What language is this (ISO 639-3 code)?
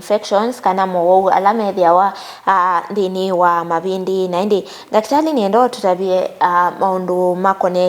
kam